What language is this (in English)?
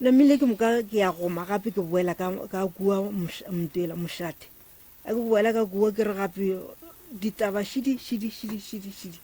Northern Sotho